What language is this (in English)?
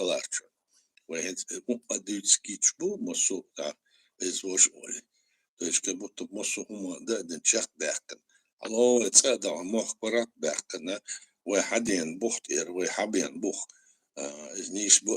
Chechen